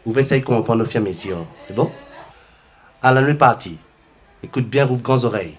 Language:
Réunion Creole French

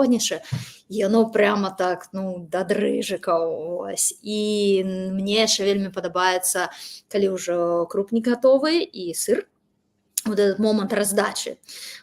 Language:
Belarusian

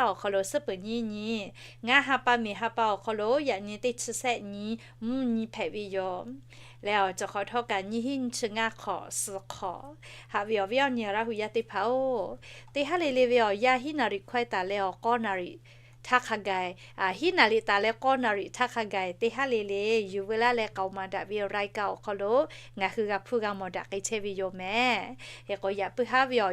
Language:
Lahu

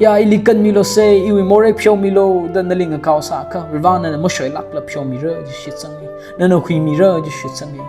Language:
Tangkhul Naga (India)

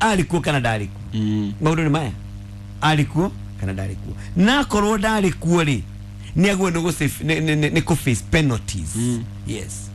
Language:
Kikuyu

